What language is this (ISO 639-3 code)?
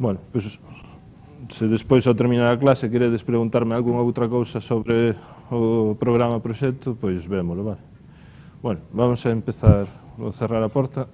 glg